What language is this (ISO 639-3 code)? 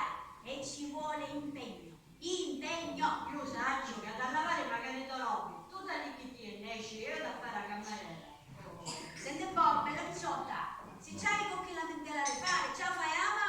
scn